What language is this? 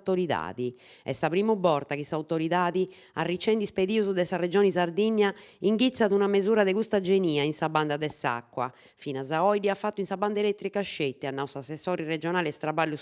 Sardinian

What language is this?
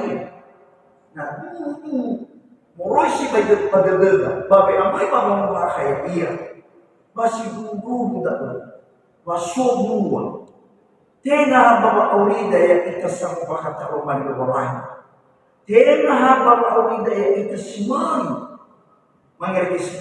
Nias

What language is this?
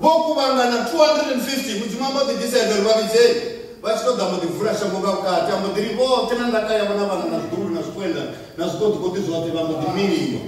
Venda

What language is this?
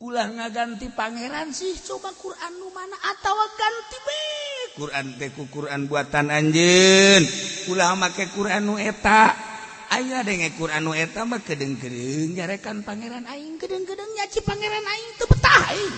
Sundanese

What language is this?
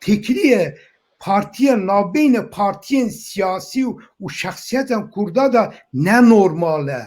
Kurdish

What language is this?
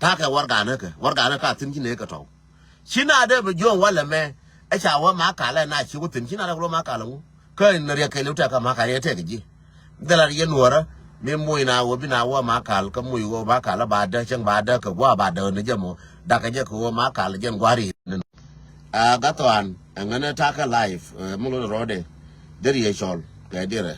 Nuer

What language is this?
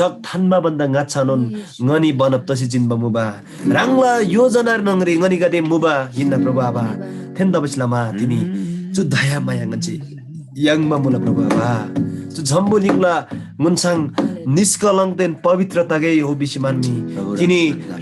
Eastern Tamang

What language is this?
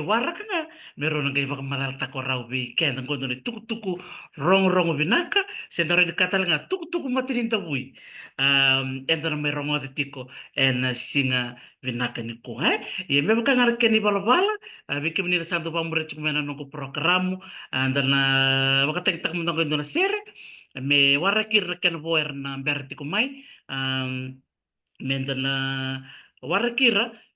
Fijian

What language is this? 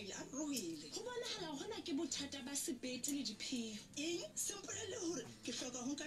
Southern Sotho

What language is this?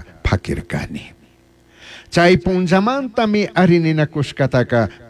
Chimborazo Highland Quichua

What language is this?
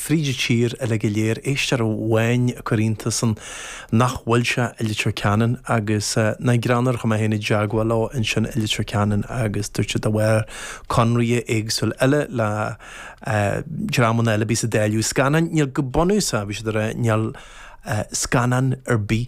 Irish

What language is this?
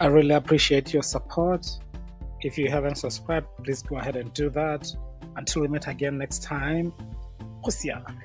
Tswana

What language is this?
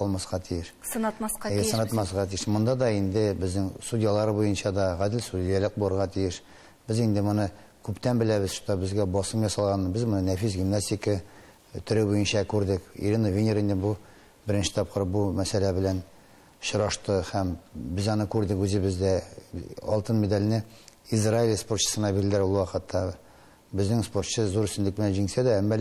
Tatar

